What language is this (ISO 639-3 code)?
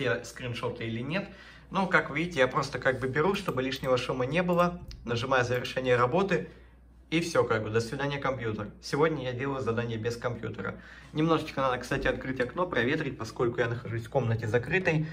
rus